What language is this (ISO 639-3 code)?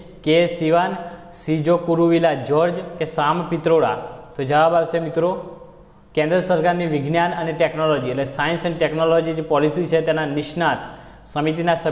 guj